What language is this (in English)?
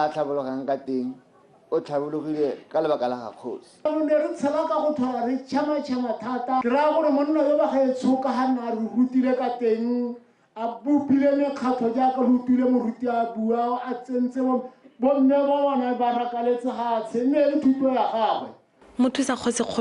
Tswana